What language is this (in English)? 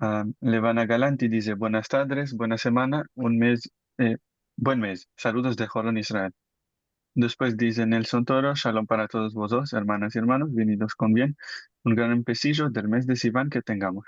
Ladino